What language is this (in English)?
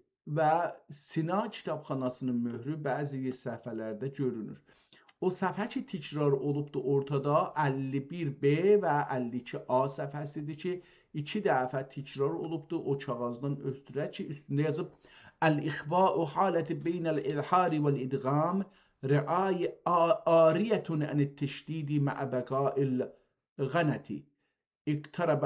South Azerbaijani